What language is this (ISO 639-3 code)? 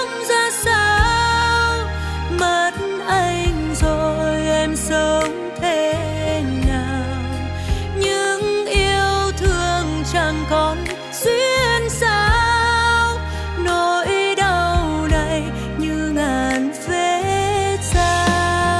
vie